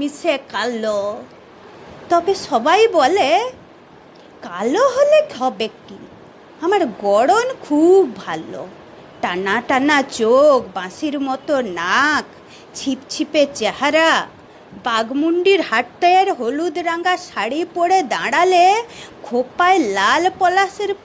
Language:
Bangla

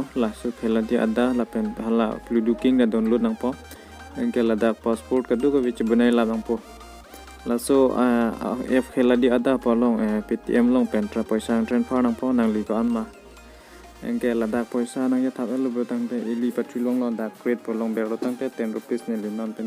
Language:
Karbi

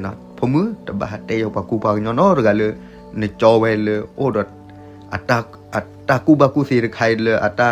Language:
S'gaw Karen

